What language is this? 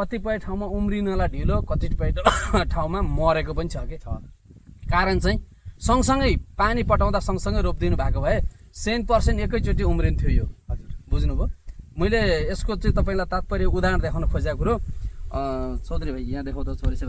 Nepali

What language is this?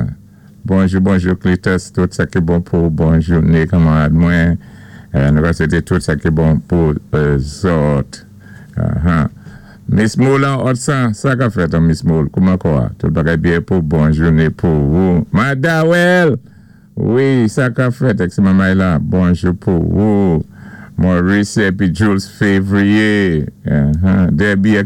Saint Lucian Creole French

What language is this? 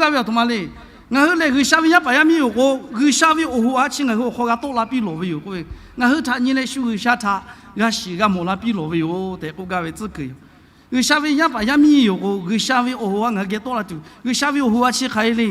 Lahu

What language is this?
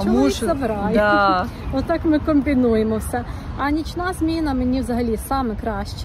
Ukrainian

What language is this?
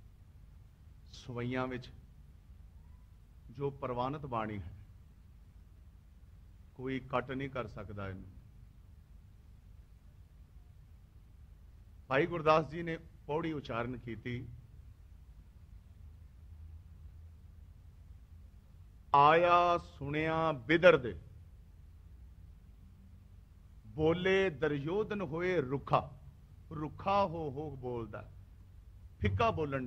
Punjabi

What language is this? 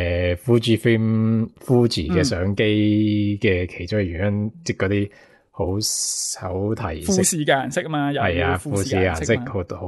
Cantonese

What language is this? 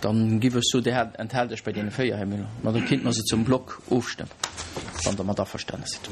Luxembourgish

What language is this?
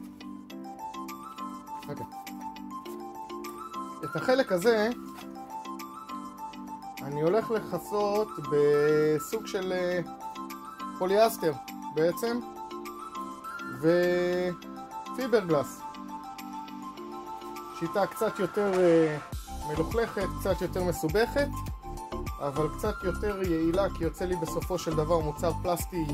Hebrew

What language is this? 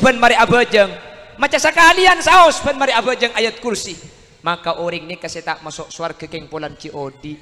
Madurese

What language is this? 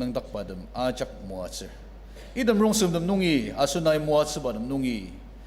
Ao Naga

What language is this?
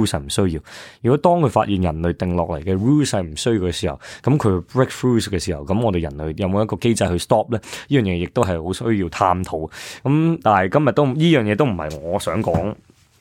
Cantonese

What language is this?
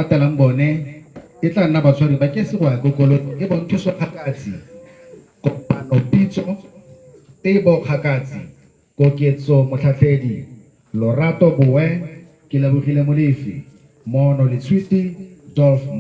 Tswana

